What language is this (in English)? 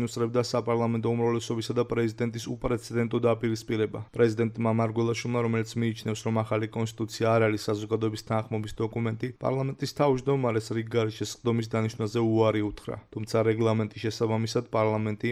Georgian